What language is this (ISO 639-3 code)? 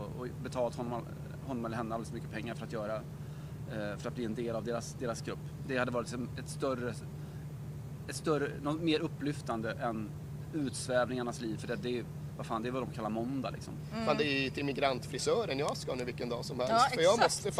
swe